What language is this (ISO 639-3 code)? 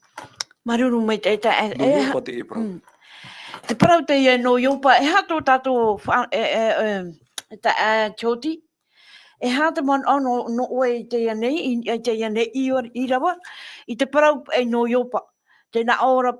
tah